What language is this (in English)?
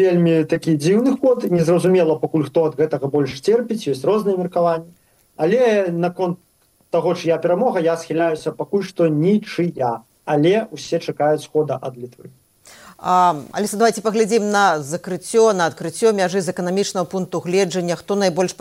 Belarusian